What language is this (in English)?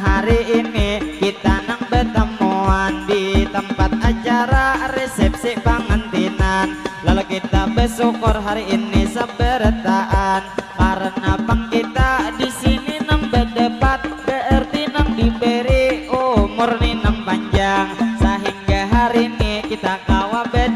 Banjar